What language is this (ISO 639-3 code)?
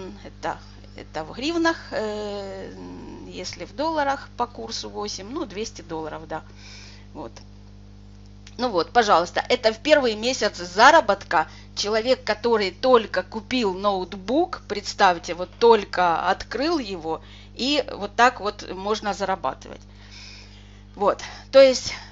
rus